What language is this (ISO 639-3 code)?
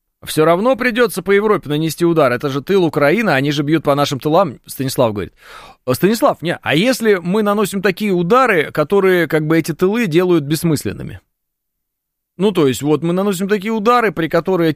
rus